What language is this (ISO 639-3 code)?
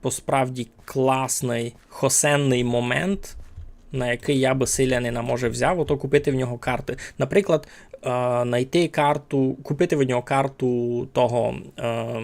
rue